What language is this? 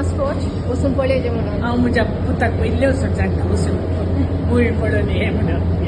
Konkani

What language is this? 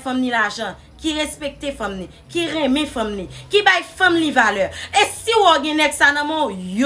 Haitian Creole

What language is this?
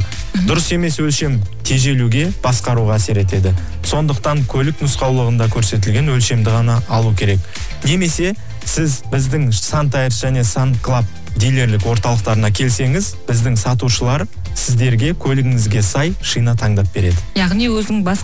Kazakh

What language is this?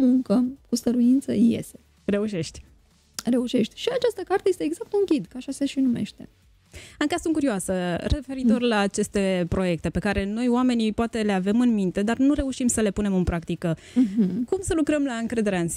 Romanian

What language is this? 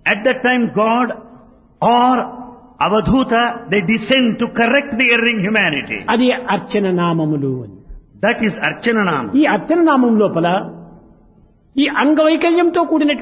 Telugu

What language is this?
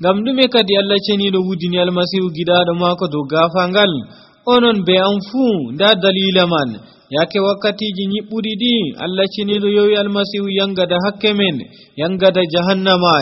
Nigerian Fulfulde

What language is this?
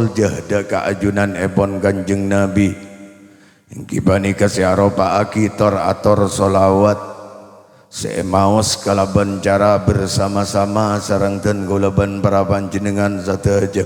Madurese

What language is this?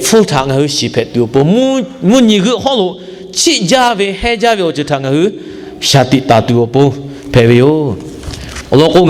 Lahu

